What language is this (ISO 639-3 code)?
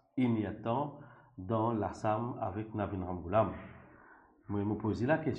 mfe